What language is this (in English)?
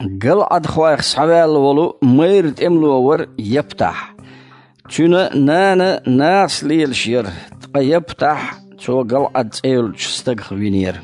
Chechen